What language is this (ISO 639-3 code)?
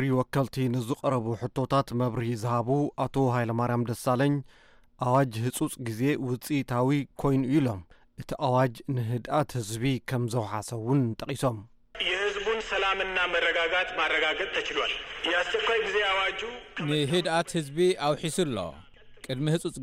tir